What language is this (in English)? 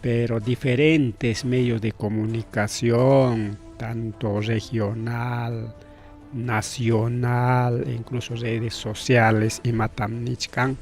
Ayacucho Quechua